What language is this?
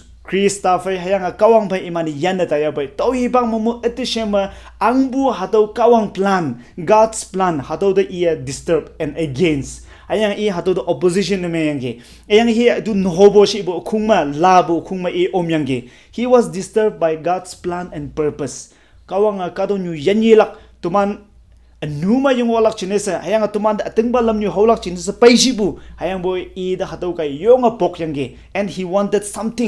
Konyak Naga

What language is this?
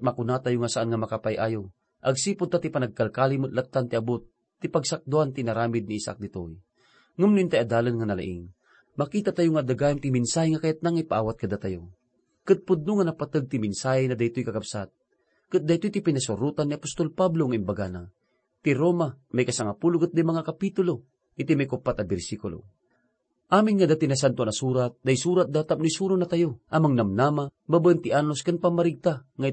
Iloko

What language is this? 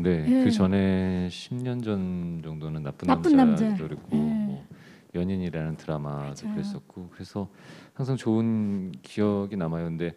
Korean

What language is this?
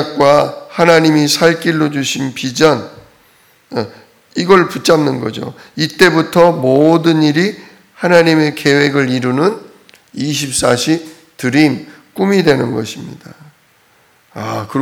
Korean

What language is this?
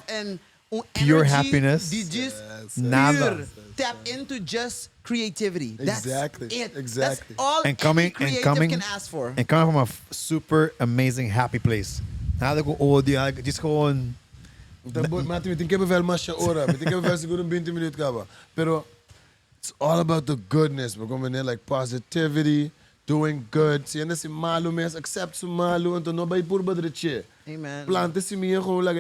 Papiamento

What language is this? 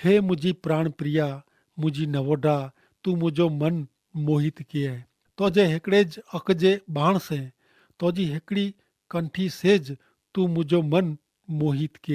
Kachhi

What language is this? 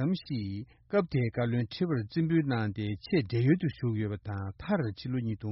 Tibetan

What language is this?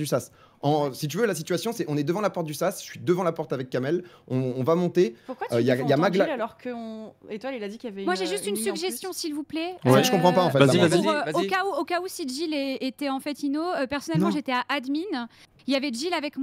French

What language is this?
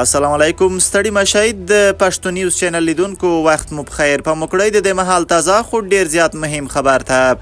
Pashto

